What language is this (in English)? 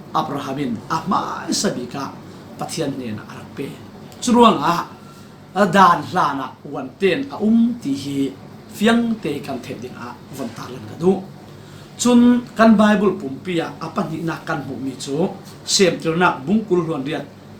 Falam Chin